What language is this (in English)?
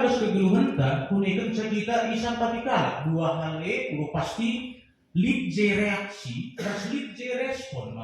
Batak Karo